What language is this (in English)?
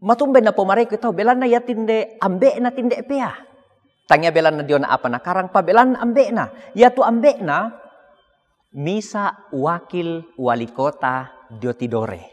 Toraja-Sa'dan